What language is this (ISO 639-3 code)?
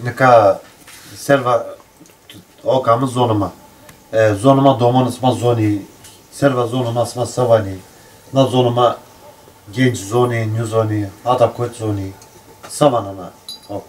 zza